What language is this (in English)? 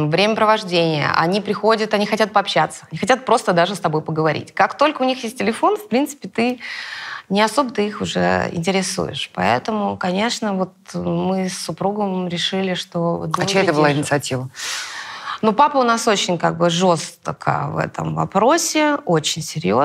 Russian